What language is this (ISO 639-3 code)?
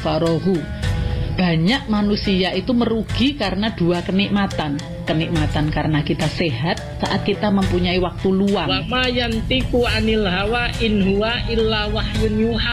ind